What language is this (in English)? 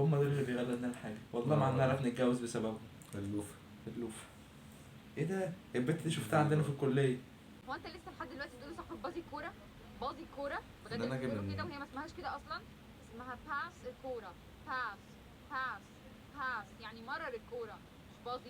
Egyptian Arabic